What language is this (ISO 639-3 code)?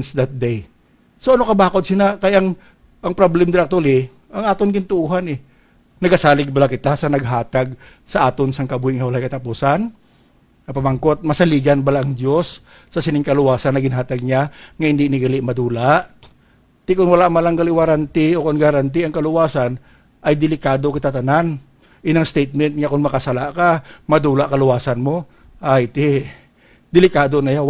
hil